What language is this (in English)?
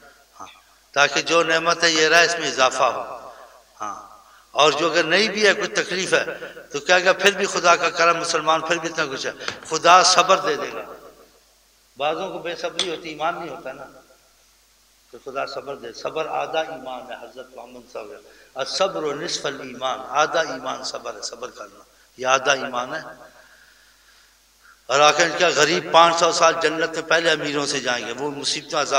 Urdu